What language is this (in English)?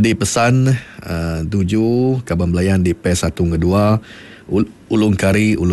Iban